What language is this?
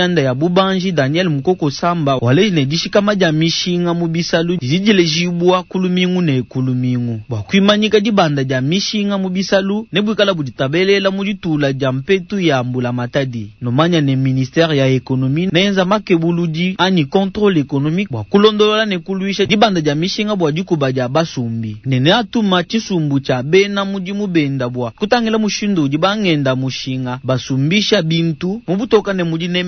Luba-Lulua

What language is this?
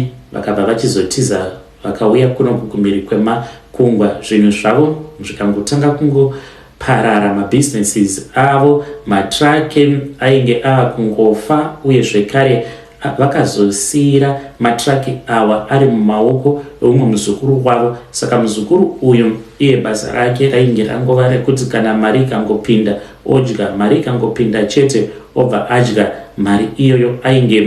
Shona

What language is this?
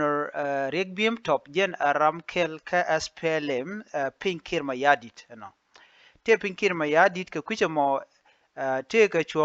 Nuer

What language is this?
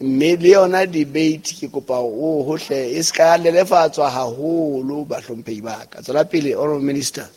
Southern Sotho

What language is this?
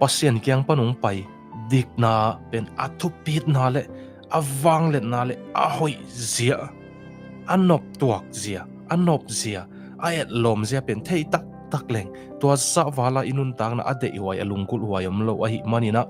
Tedim Chin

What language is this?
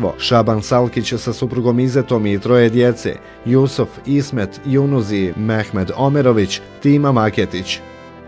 Bosnian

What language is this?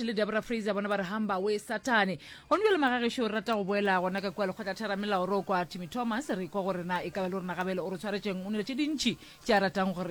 Northern Sotho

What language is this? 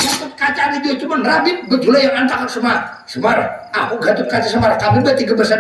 Banjar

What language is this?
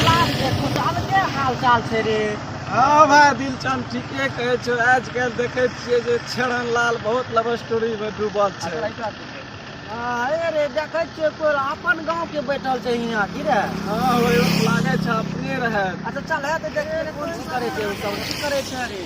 Maithili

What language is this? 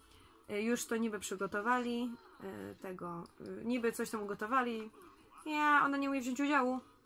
Polish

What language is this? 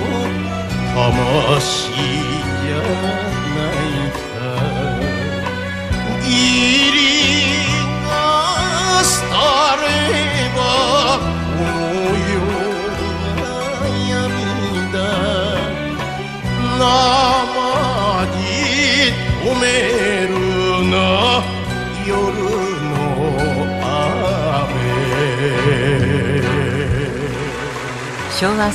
Japanese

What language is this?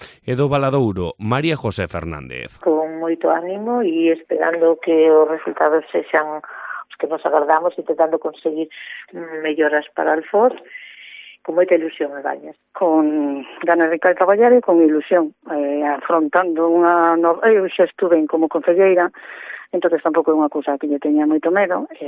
Galician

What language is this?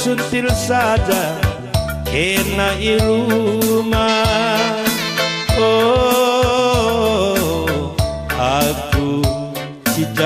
Batak Karo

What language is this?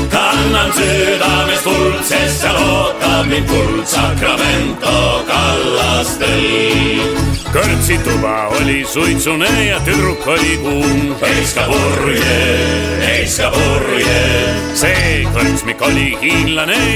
Estonian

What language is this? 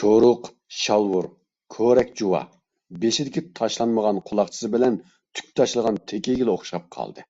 Uyghur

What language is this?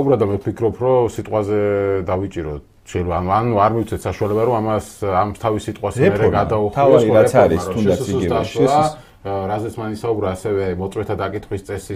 Georgian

